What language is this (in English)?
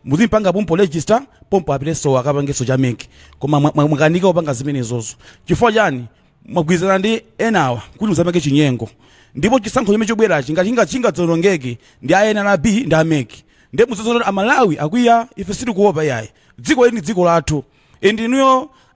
Nyanja